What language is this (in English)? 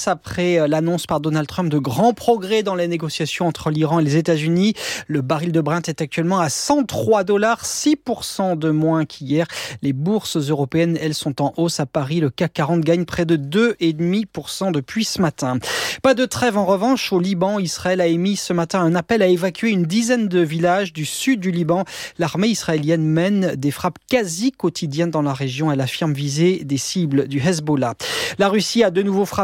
French